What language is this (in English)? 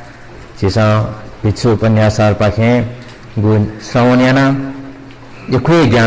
Newari